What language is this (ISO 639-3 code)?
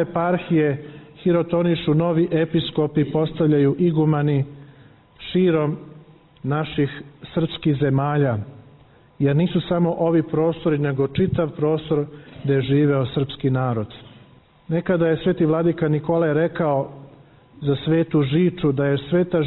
srp